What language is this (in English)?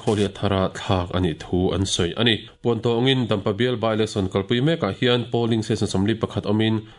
Mizo